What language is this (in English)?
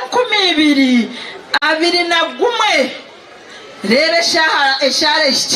Nyankole